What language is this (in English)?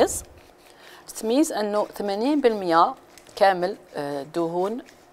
Algerian Arabic